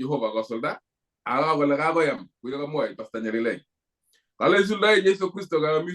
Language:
Kalenjin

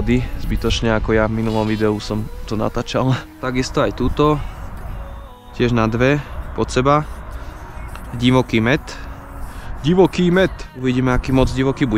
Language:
Slovak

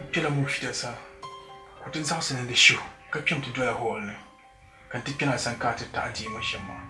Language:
Dagbani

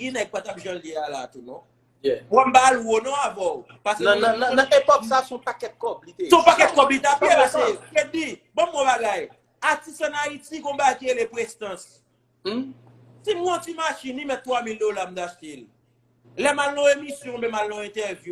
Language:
Haitian Creole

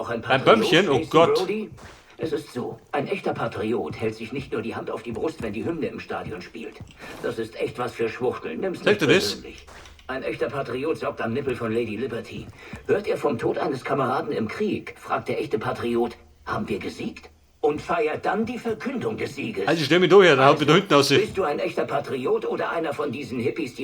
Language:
Bavarian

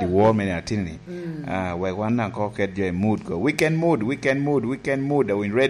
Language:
Lango (Uganda)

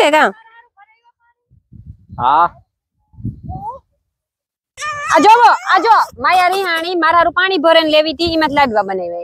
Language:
Gujarati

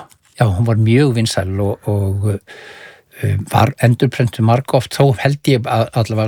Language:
Icelandic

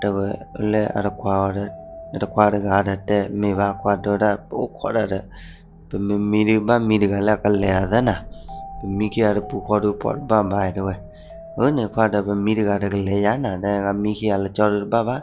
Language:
S'gaw Karen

